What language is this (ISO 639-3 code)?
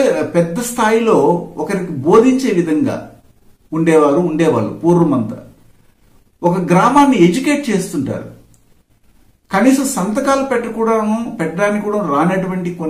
tel